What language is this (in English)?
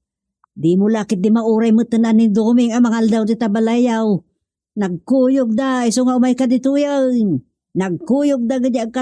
Iloko